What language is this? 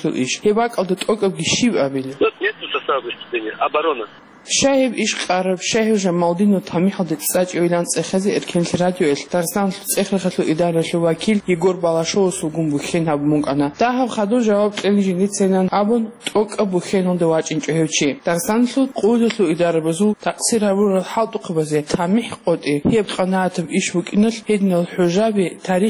Avaric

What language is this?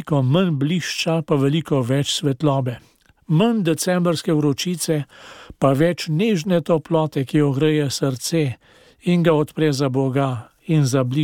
Slovenian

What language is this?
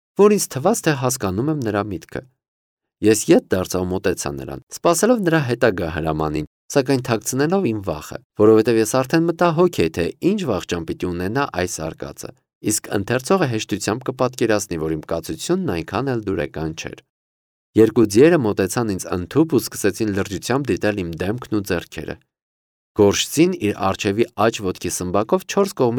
Armenian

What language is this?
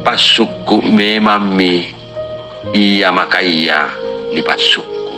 Makasar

